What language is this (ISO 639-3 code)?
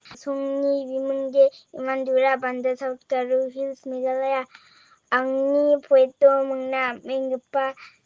grt